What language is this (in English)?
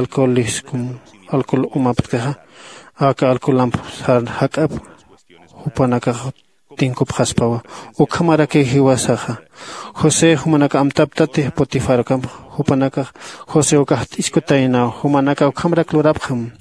Aymara